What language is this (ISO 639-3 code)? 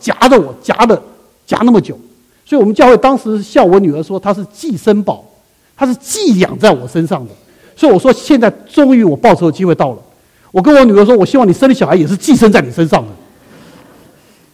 zho